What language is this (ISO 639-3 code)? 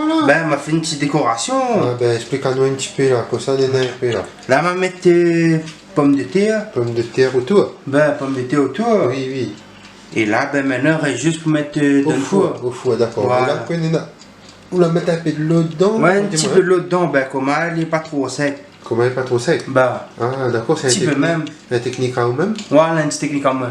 rcf